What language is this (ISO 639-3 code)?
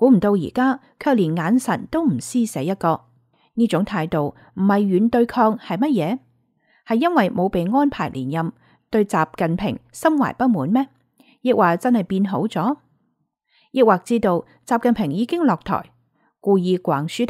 yue